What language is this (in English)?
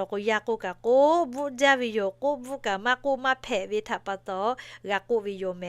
Lahu